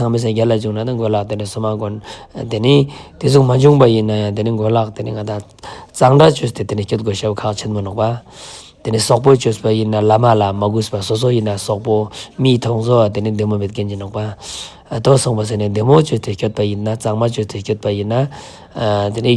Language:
Ladakhi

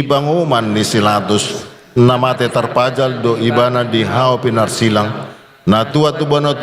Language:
Batak Toba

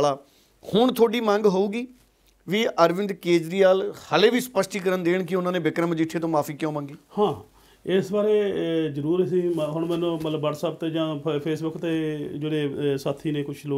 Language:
Punjabi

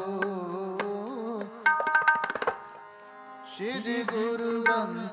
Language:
Punjabi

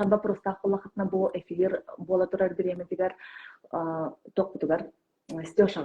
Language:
Yakut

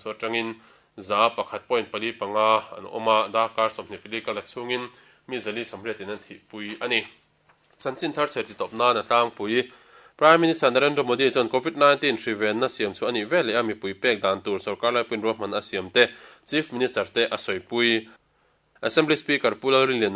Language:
Mizo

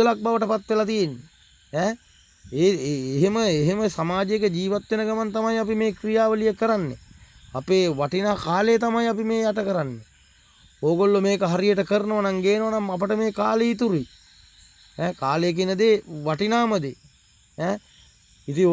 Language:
Sinhala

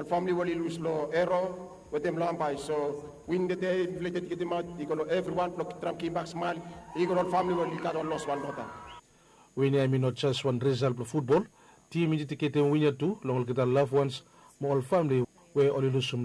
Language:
Bislama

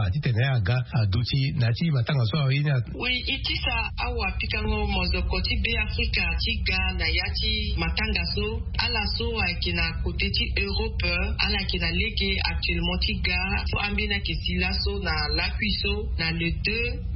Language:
Sango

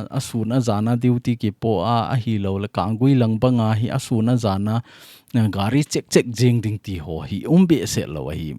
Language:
Thado Chin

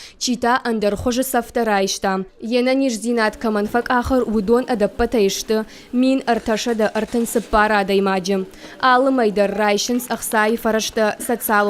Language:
Ossetic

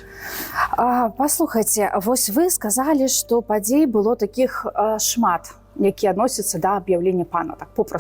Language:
Belarusian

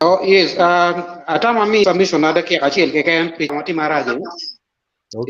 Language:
Acoli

